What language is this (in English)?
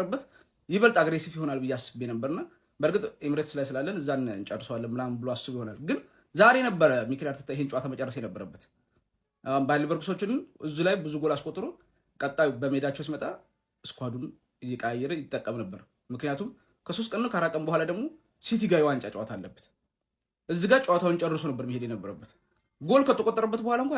Amharic